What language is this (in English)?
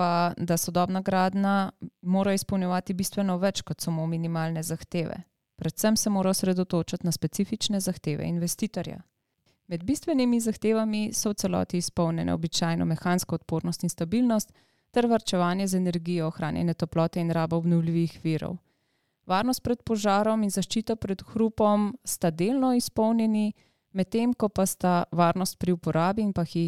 Slovenian